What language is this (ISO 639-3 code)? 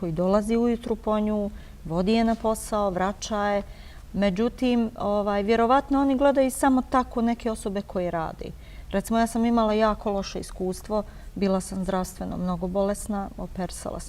bos